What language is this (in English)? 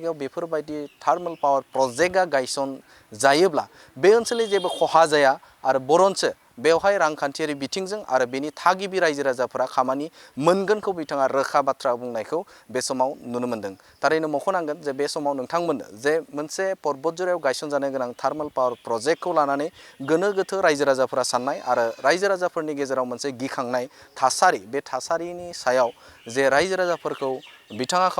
Bodo